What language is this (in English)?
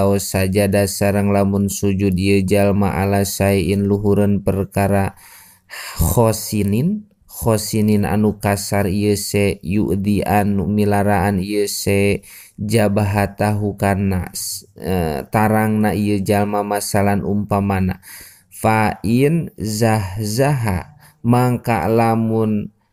Sundanese